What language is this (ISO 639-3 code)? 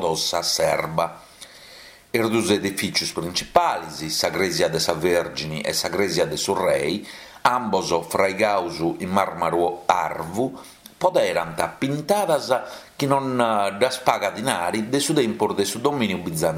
srd